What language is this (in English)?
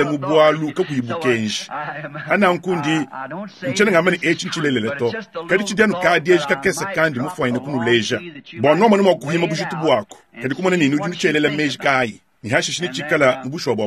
Luba-Lulua